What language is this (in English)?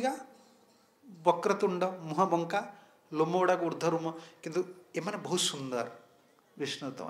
Odia